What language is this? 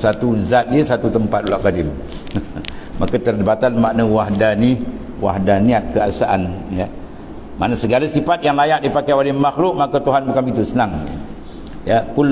Malay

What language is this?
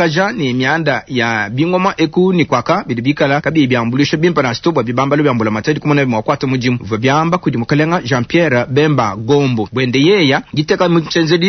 Luba-Lulua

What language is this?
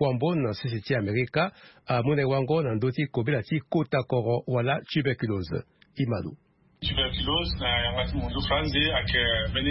Sango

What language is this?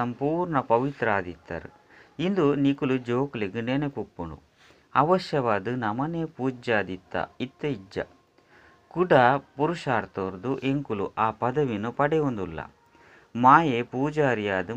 Tulu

